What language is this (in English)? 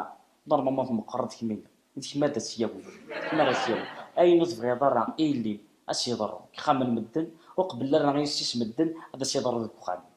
Kabyle